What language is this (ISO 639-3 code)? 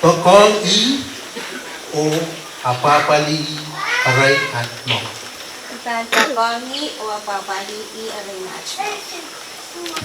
pon